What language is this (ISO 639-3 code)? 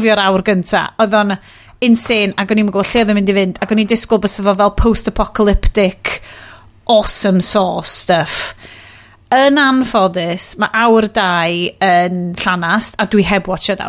cym